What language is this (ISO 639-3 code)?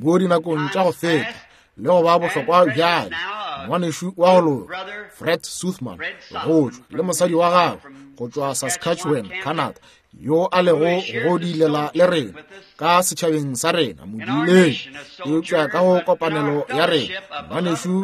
nso